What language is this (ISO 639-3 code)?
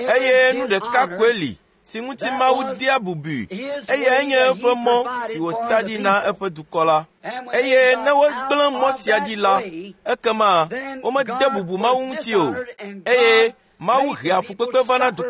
ewe